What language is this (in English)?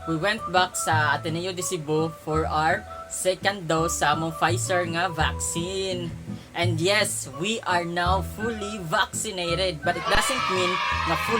Cebuano